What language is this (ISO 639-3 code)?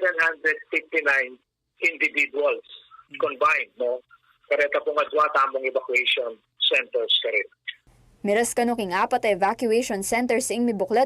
pam